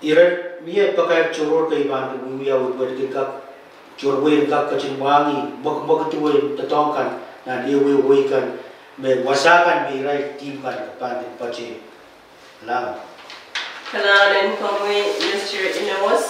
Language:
Pohnpeian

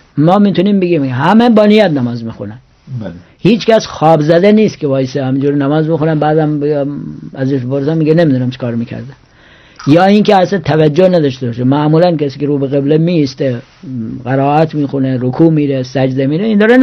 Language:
Persian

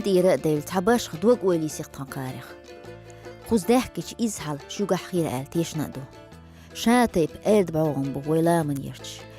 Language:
Chechen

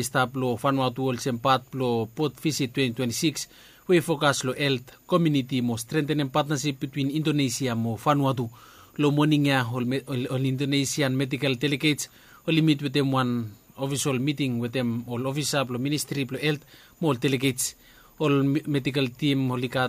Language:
Bislama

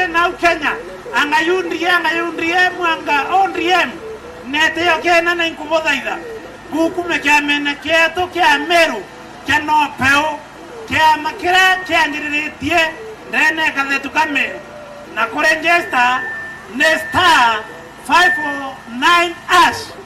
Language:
Meru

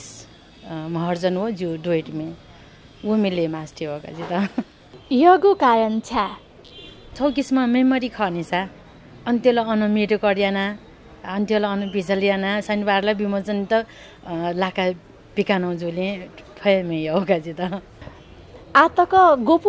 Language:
Newari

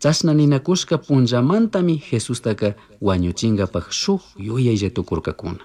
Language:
Chimborazo Highland Quichua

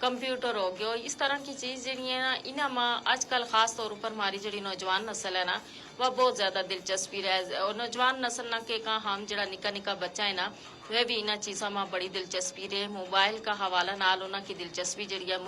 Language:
Gujari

